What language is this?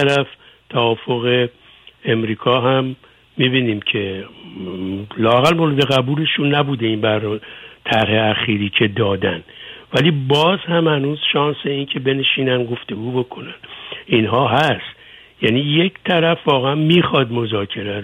Persian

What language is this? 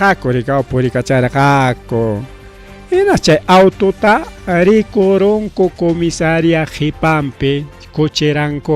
Ayacucho Quechua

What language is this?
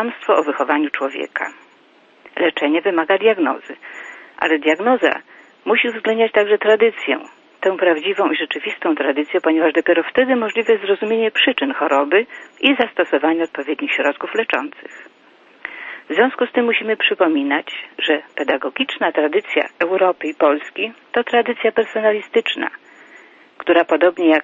Polish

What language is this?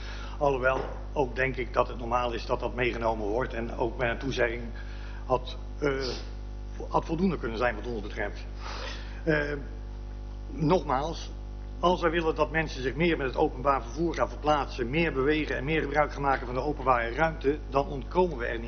Dutch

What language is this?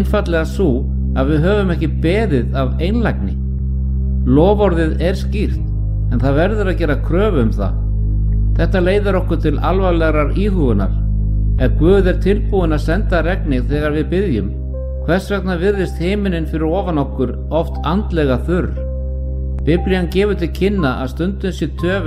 Icelandic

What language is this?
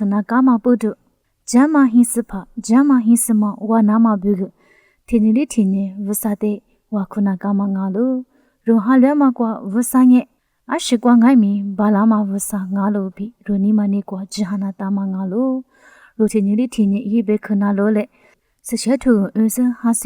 Lisu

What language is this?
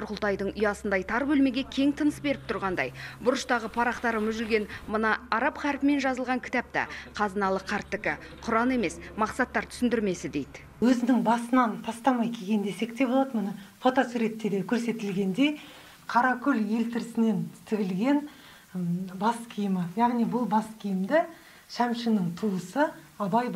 Kazakh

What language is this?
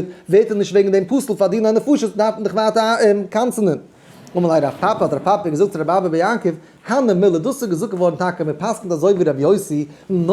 Yiddish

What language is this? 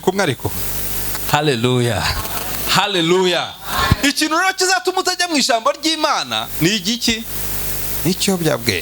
Kinyarwanda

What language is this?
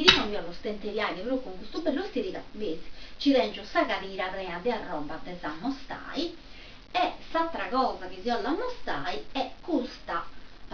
Sardinian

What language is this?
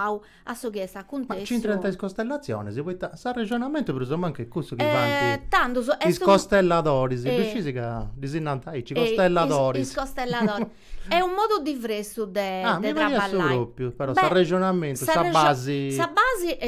Sardinian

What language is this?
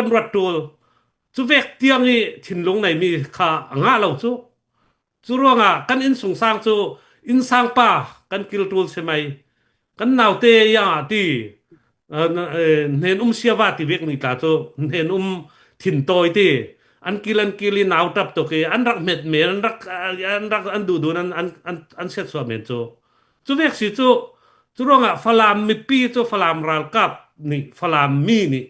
Falam Chin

